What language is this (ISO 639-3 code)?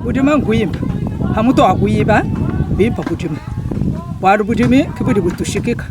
lua